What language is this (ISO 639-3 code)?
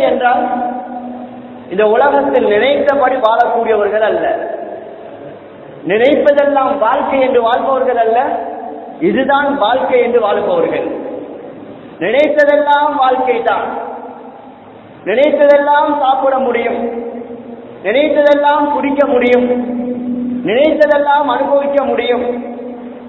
tam